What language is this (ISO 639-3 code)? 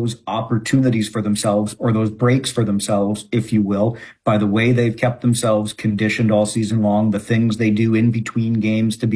eng